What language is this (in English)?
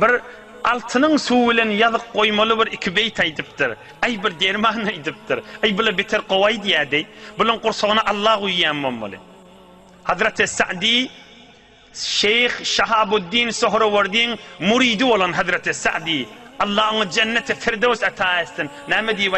Turkmen